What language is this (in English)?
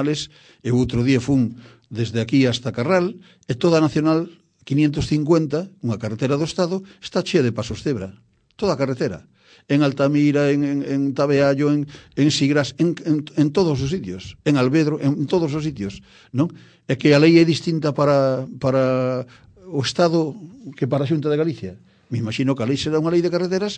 Galician